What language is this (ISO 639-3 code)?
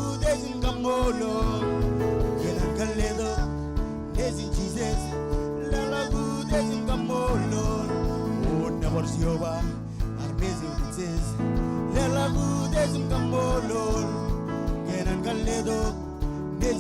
mah